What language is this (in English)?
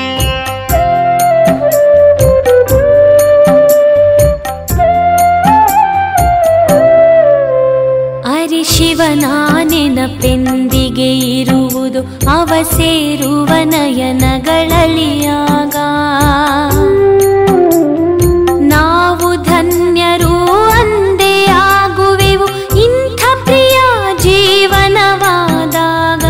Kannada